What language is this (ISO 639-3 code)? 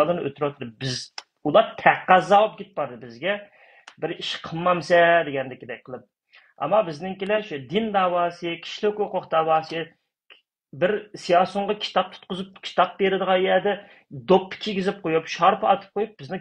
uig